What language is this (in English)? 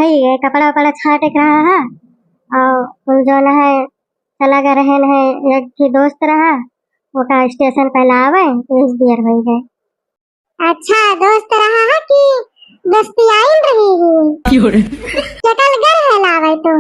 Awadhi